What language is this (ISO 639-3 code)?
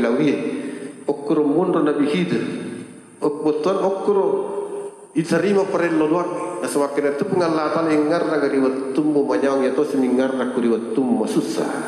bug